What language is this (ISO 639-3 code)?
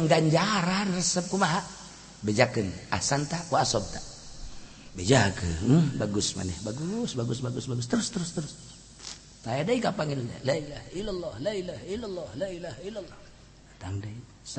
sun